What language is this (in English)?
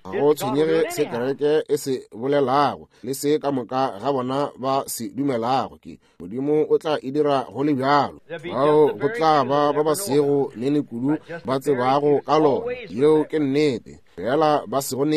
Northern Sotho